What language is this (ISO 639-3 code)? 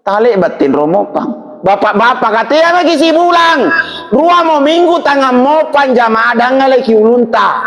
mak